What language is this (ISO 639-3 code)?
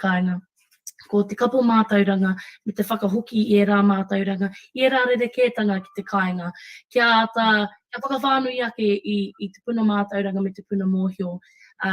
mri